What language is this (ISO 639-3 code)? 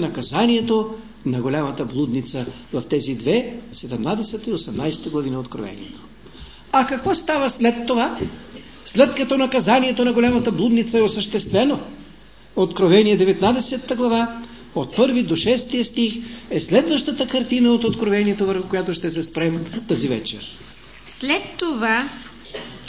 bul